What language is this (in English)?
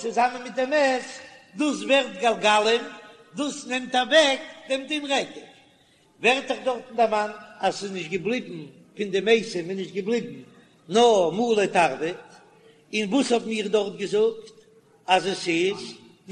Yiddish